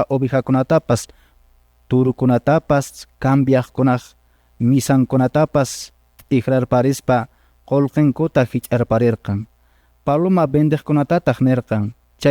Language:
Quechua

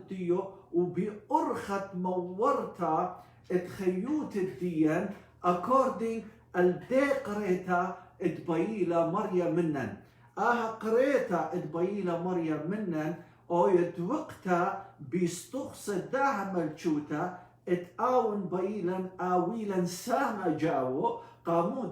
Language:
Assyrian Neo-Aramaic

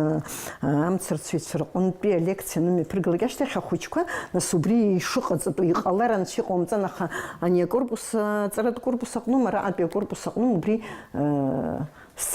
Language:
Abkhazian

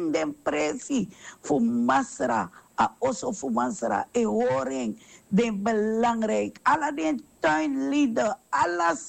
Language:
Sranan Tongo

